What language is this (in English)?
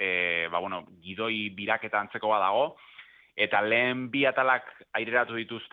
Basque